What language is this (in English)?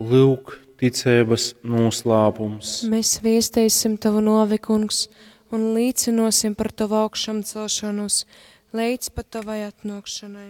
Latgalian